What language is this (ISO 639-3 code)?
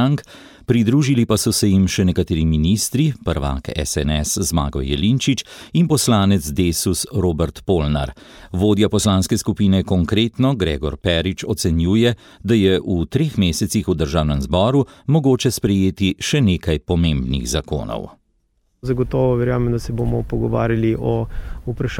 slv